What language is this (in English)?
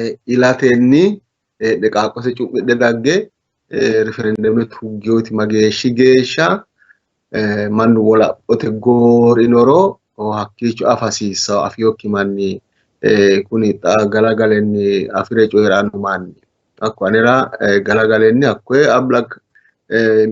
Sidamo